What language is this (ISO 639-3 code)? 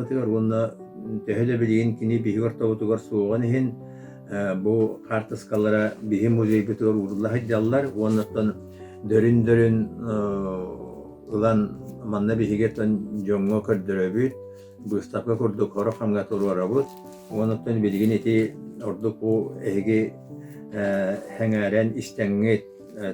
sah